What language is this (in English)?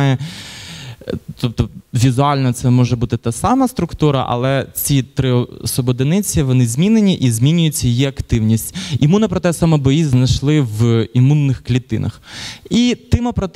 Ukrainian